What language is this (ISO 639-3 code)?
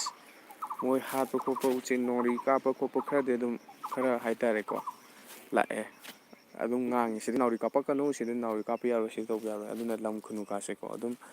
mni